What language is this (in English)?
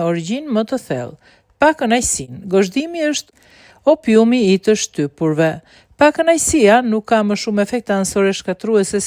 Albanian